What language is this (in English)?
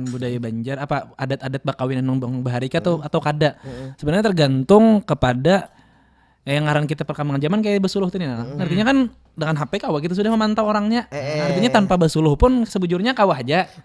Banjar